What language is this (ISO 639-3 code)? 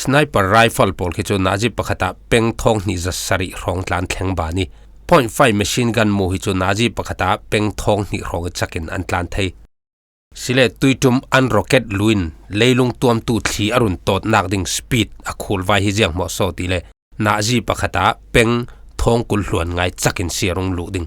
cfm